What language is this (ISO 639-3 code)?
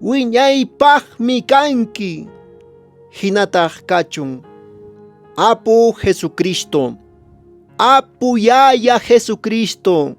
que